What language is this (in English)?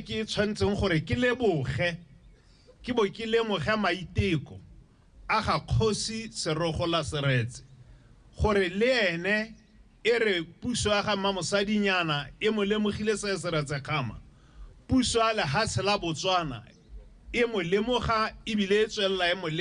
Tswana